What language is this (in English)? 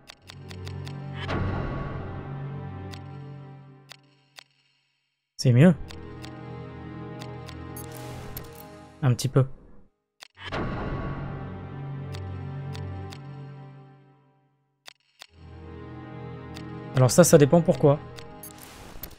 French